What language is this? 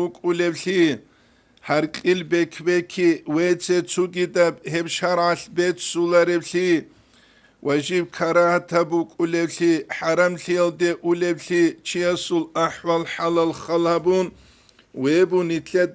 Avaric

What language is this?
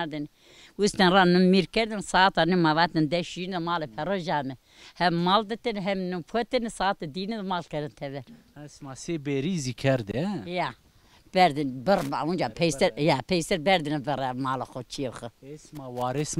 Zaza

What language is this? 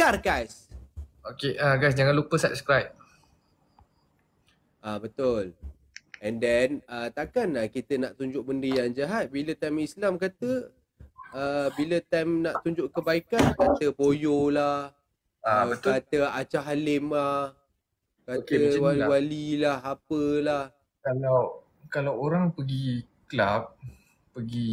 Malay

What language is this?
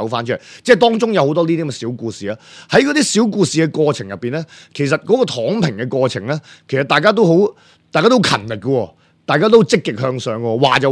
Cantonese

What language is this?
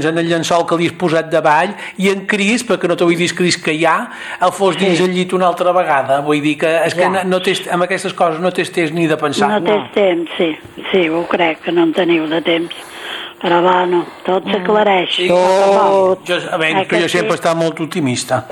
Catalan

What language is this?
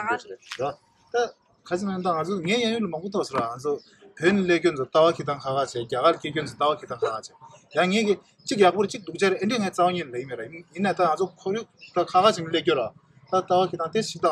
Tibetan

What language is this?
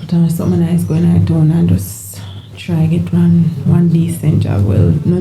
Jamaican Creole English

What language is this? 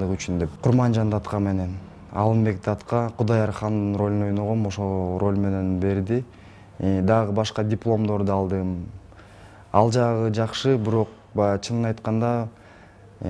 Kyrgyz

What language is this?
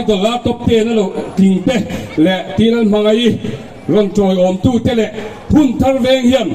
Mizo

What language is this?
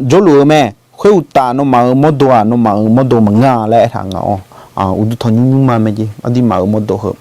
Akha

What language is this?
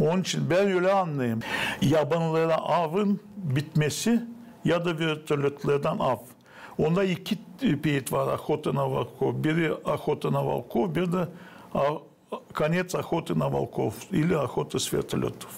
Gagauz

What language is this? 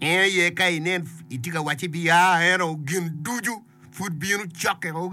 Acoli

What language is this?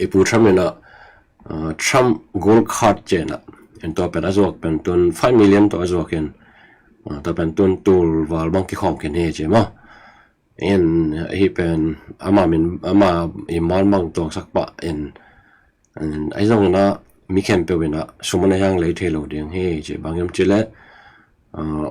Tedim Chin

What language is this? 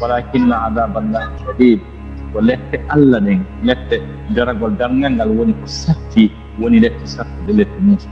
Fula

